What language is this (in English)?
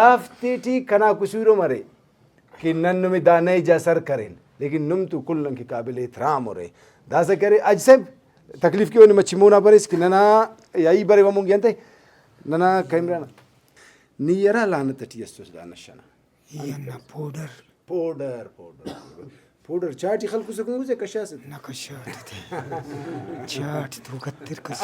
Brahui